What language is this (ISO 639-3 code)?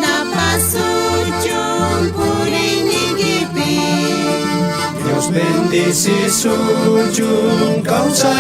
quh